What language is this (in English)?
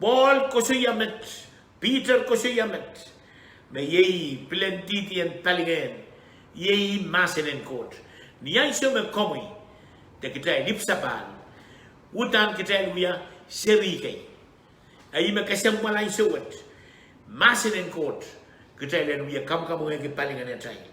Pohnpeian